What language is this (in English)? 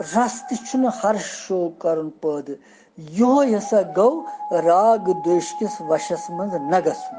Kashmiri